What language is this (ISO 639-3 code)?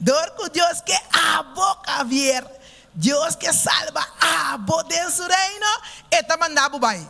pap